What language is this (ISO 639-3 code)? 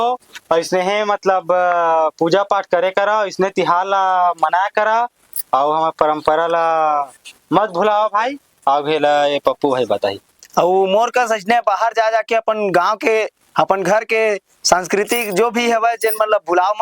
hne